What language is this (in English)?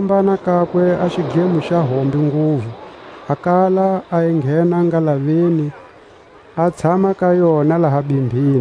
Tswa